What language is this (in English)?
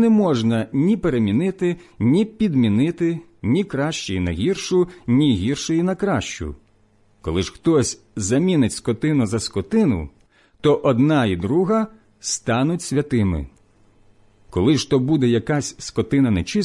Ukrainian